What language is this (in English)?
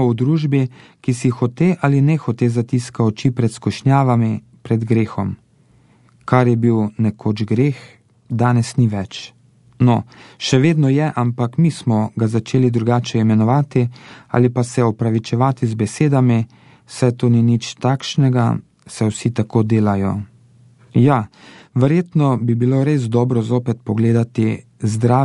Slovenian